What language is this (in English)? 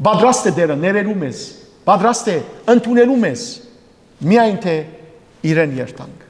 Western Armenian